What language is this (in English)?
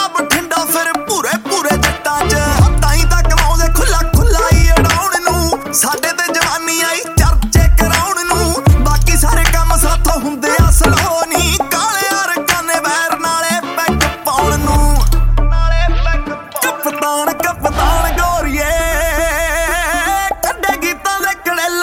Punjabi